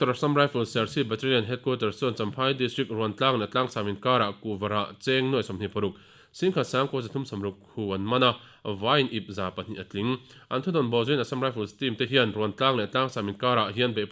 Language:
Mizo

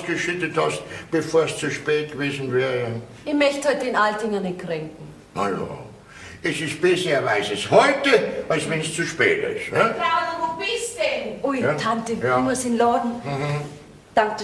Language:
Bavarian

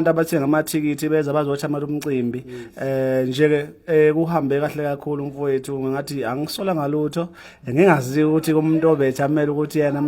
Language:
Zulu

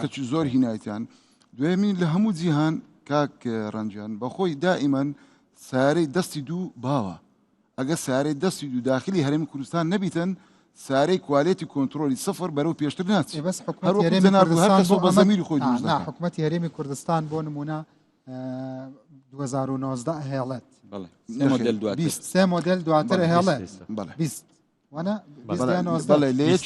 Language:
Central Kurdish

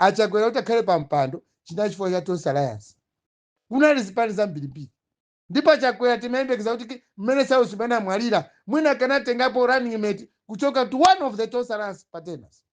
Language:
Nyanja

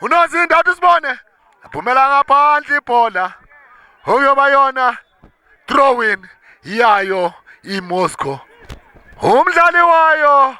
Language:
Zulu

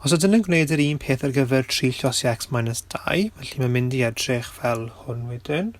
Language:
Welsh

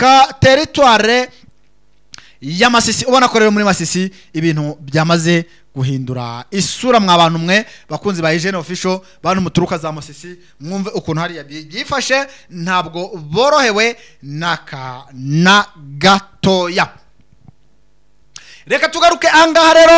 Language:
Kinyarwanda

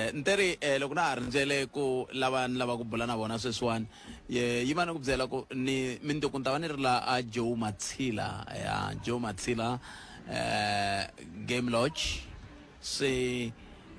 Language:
Tsonga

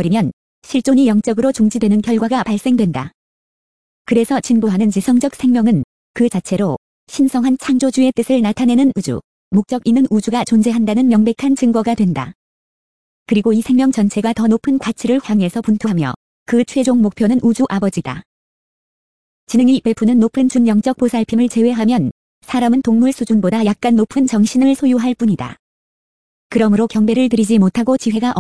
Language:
Korean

